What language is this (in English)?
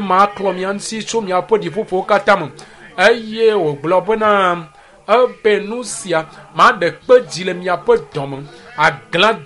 Ewe